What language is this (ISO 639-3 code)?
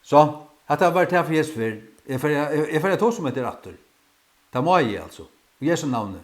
fao